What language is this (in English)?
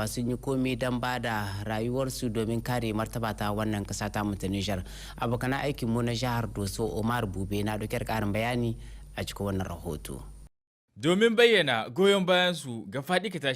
Hausa